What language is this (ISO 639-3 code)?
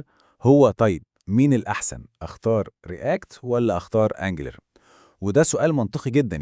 arz